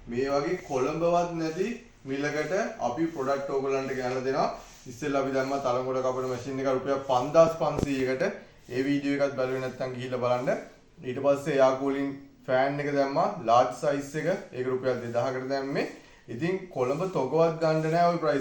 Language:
Sinhala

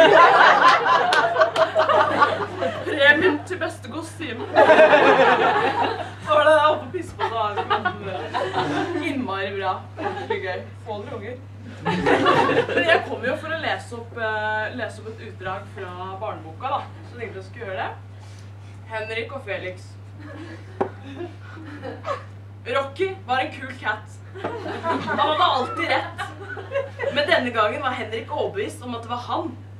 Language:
Norwegian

